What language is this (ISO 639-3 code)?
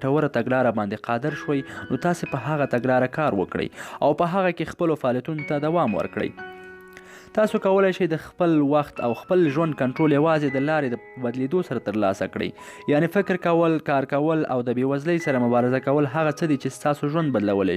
pus